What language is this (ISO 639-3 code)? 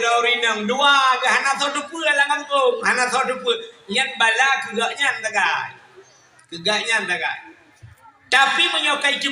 ace